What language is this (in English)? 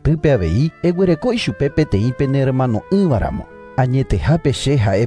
Guarani